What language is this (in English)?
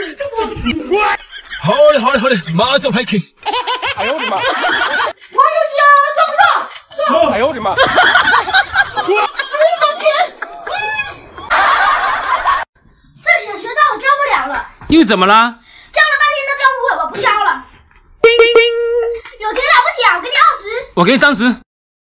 Chinese